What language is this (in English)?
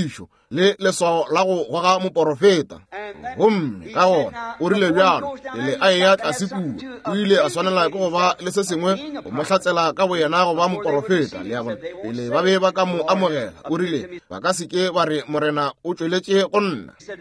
Northern Sotho